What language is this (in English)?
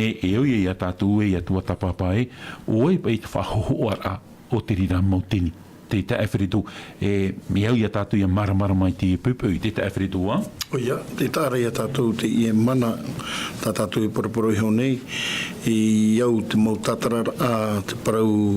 Tahitian